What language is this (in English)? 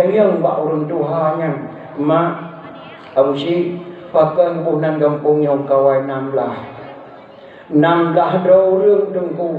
Achinese